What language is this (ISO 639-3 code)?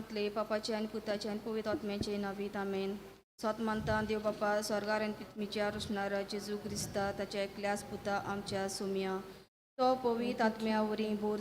kok